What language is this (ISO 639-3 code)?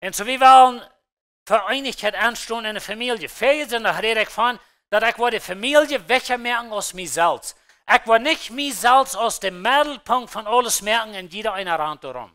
pdt